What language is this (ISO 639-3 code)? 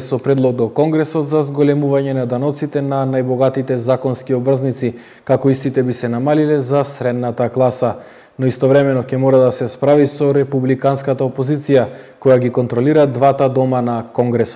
mkd